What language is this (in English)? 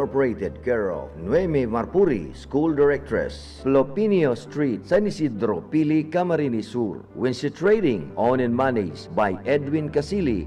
Bikol